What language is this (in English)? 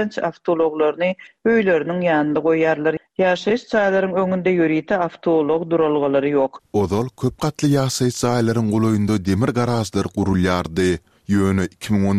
Turkmen